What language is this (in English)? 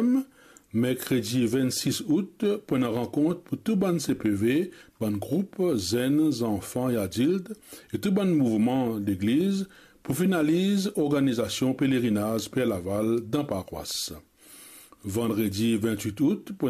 Morisyen